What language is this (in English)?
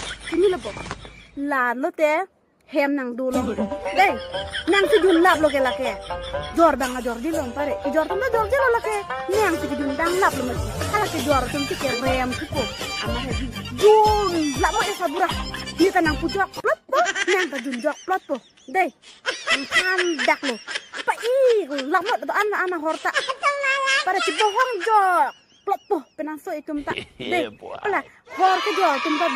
Karbi